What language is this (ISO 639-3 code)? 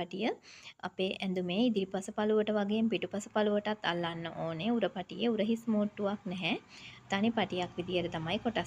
sin